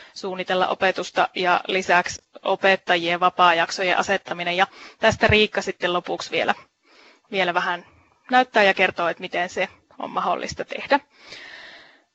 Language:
Finnish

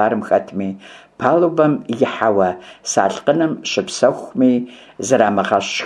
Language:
Kabardian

